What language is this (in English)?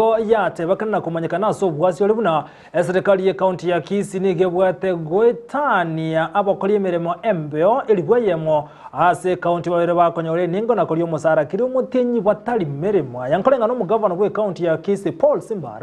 Gusii